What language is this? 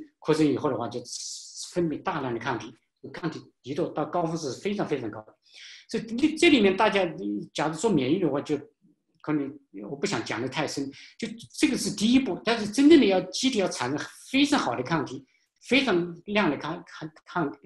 Chinese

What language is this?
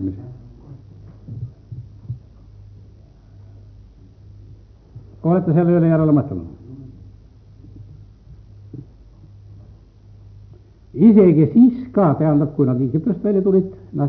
Estonian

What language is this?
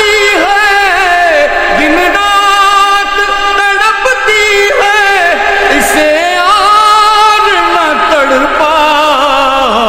Hindi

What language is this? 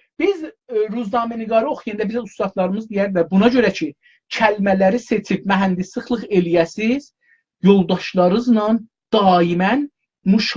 South Azerbaijani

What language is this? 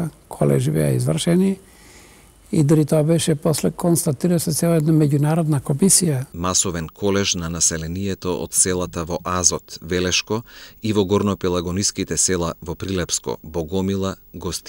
Macedonian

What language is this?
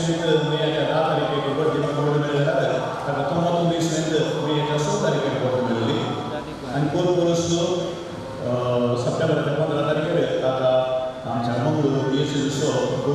Konkani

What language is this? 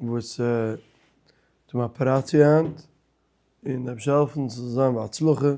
Yiddish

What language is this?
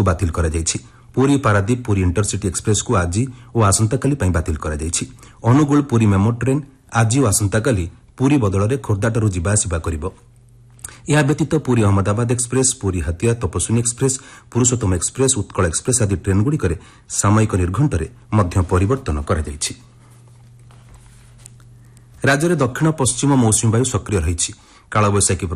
Odia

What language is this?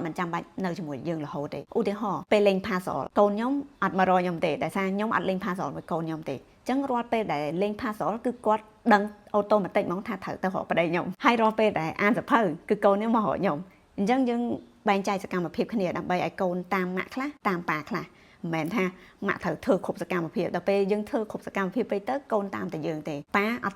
Khmer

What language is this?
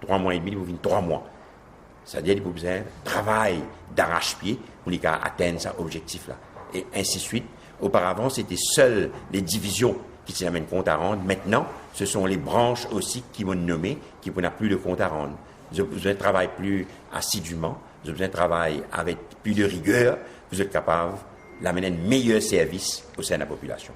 Morisyen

